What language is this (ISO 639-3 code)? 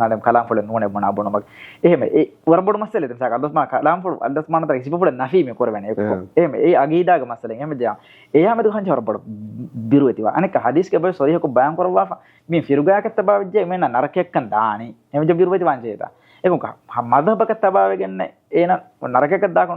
div